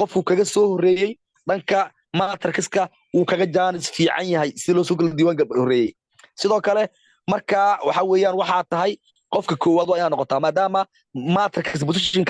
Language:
Somali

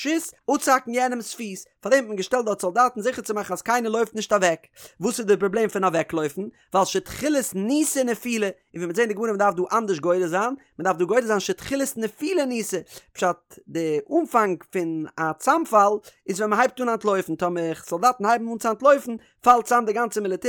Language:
Yiddish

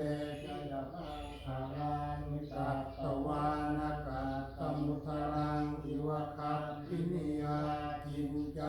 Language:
Pali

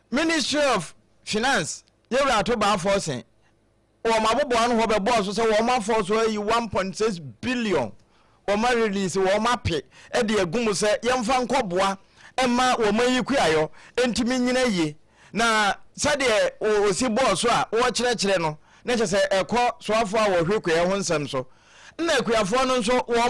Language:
Akan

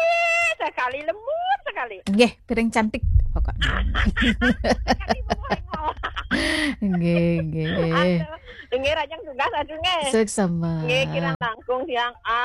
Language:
Balinese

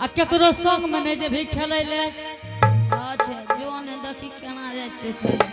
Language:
Angika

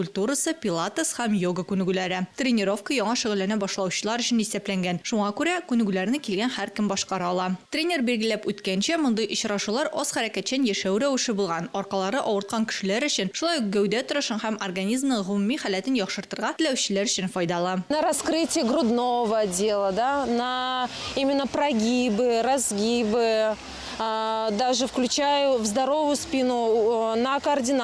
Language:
Tatar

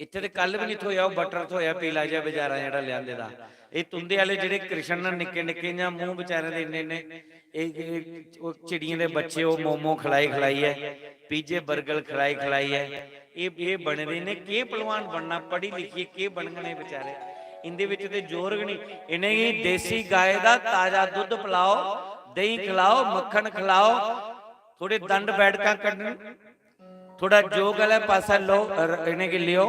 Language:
Dogri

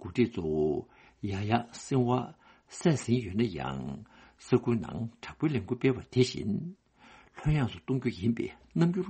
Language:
Tibetan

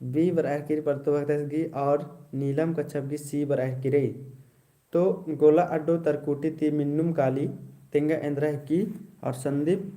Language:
Kurukh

